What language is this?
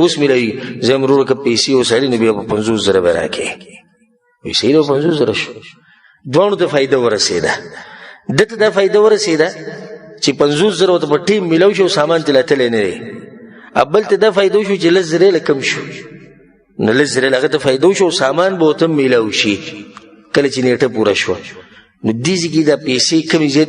Pashto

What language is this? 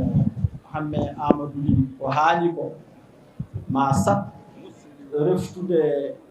Fula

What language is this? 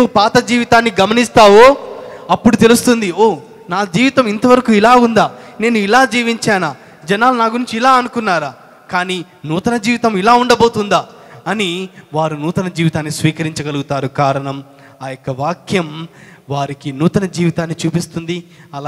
Telugu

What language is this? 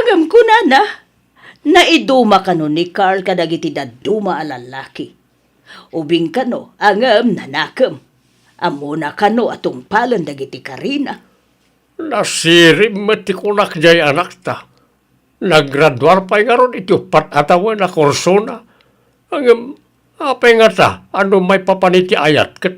Iloko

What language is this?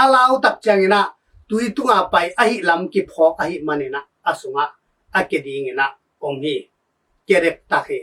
Tedim Chin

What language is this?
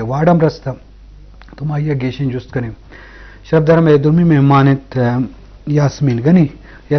Eastern Balochi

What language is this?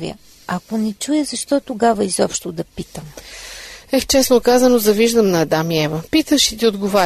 Bulgarian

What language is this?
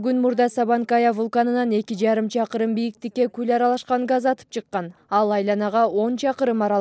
Kyrgyz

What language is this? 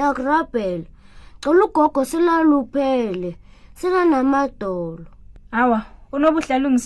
South Ndebele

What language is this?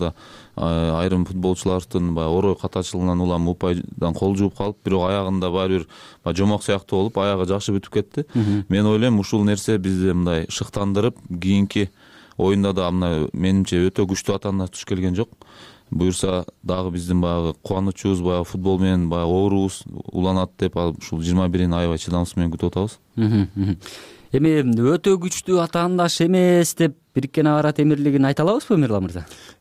Kyrgyz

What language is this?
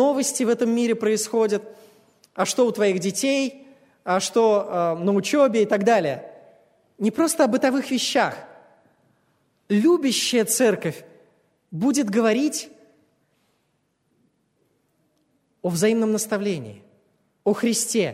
Russian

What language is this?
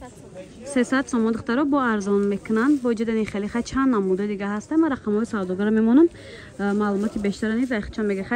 Tajik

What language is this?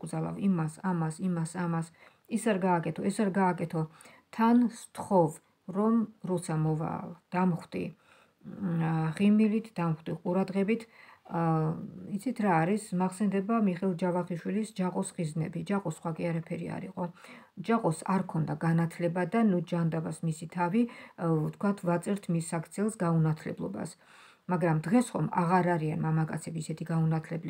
Georgian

